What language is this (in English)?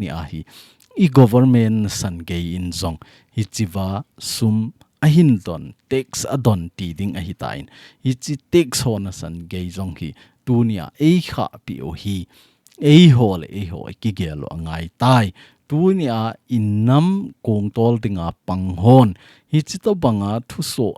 Thado Chin